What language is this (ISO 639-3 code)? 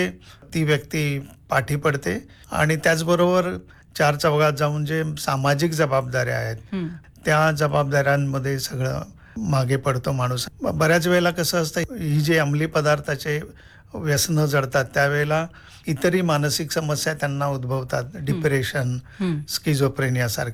mar